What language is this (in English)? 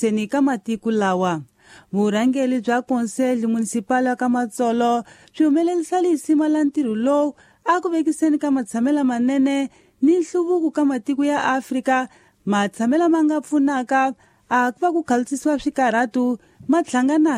Tsonga